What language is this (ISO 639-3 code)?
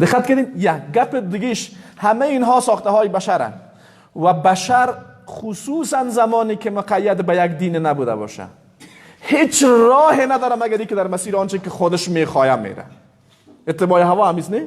fas